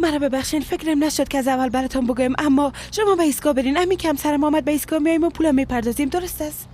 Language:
Persian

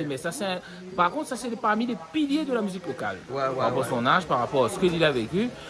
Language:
Réunion Creole French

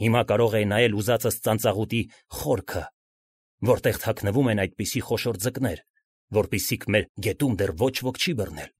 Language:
Armenian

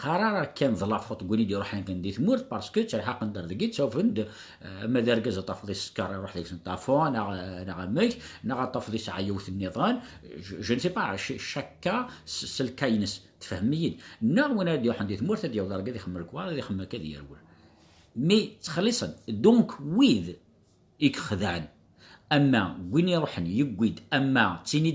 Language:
Kabyle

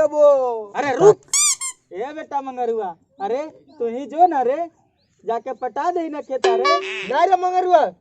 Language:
Magahi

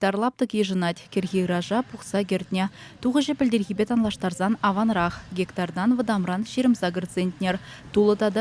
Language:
Chuvash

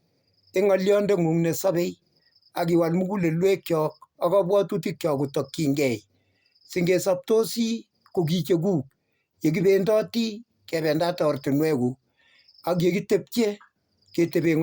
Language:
Kalenjin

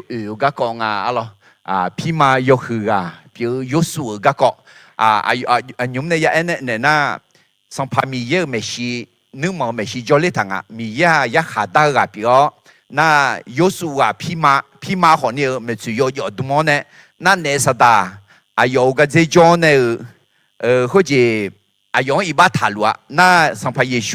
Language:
Akha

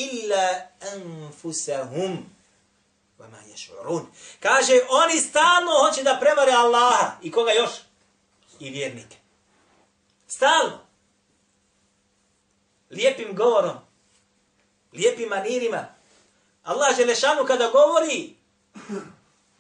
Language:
Bosnian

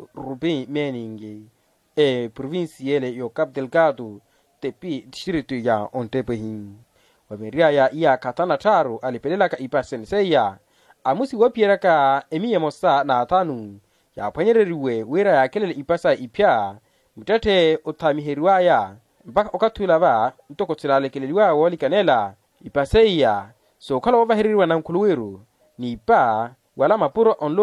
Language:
Makhuwa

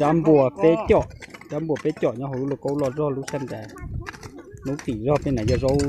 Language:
Hmong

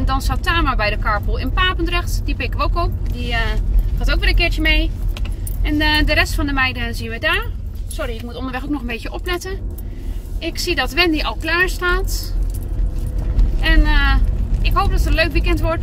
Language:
Dutch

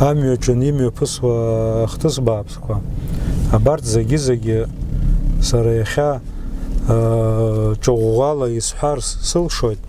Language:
Abkhazian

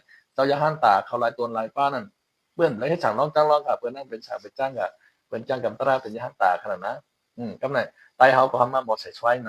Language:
Shan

